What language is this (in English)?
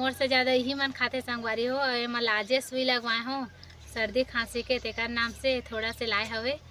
Chhattisgarhi